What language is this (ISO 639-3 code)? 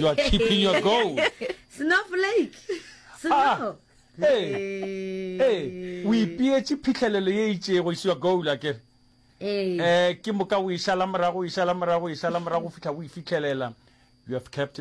nso